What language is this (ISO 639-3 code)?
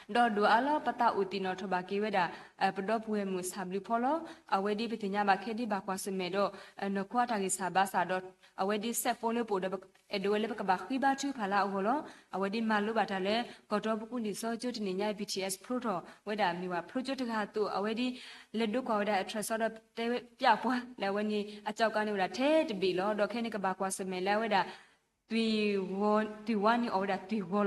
ksw